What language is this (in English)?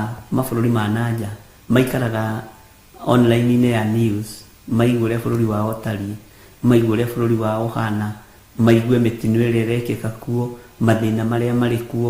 Kikuyu